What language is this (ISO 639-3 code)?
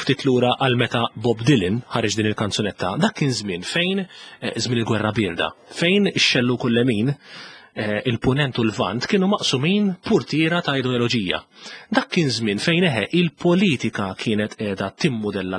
mlt